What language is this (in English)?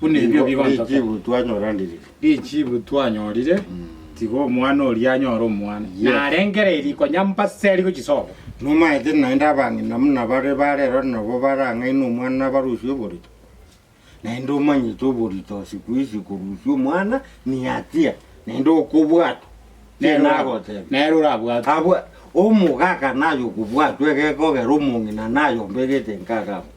Gusii